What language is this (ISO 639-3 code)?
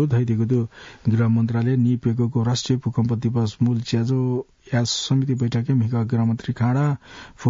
new